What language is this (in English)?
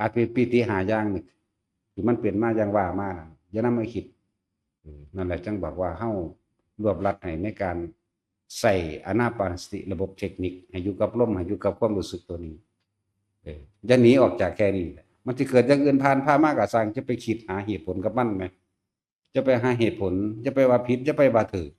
Northeastern Thai